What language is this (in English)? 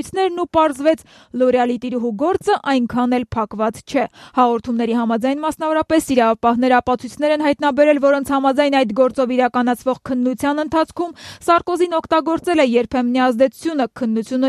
Armenian